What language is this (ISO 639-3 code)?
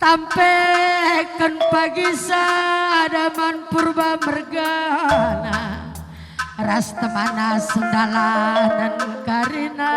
btx